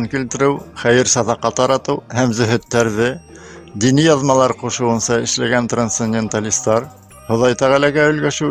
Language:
Bashkir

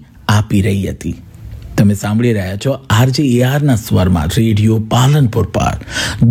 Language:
Gujarati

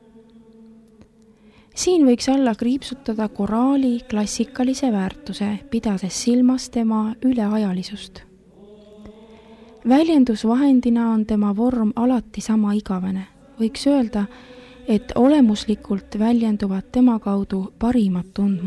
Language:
Estonian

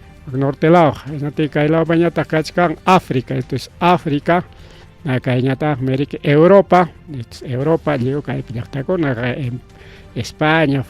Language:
Ayacucho Quechua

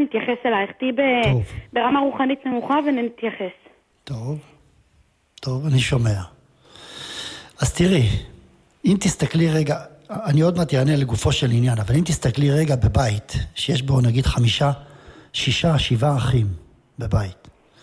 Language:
Hebrew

